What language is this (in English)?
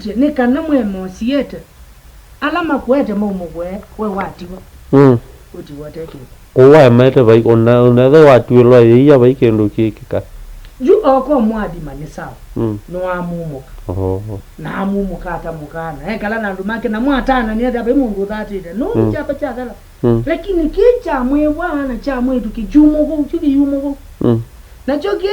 Kamba